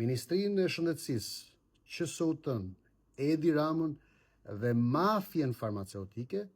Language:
Albanian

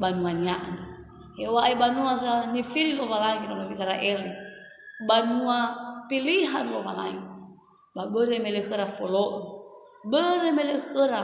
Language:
Nias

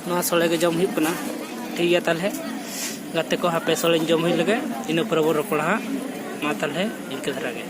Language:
Santali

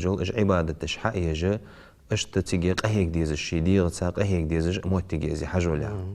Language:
Ingush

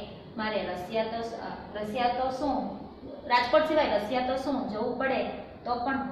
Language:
Gujarati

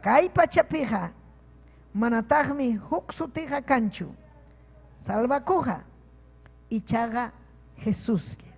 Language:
Ayacucho Quechua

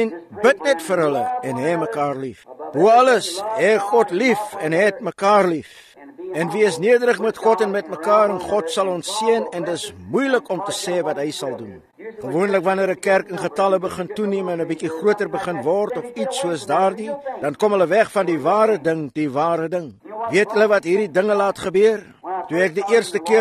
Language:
Afrikaans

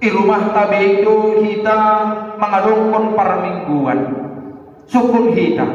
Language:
Batak Simalungun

